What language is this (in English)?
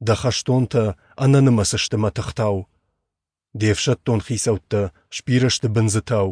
Ossetic